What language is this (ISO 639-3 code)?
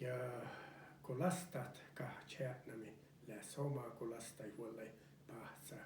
sme